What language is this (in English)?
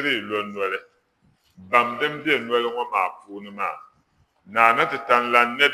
Dagbani